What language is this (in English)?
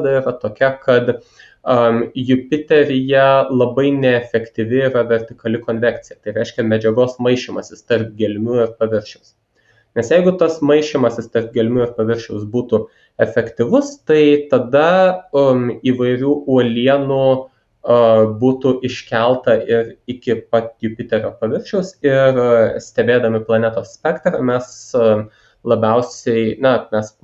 Lithuanian